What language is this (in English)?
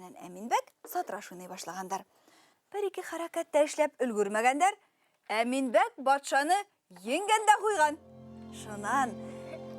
Bashkir